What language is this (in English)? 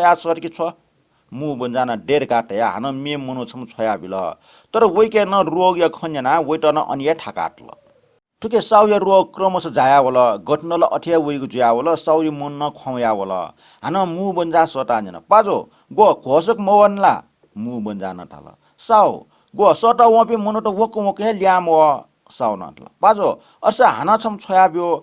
Newari